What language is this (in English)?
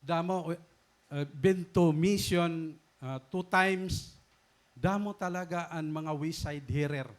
Waray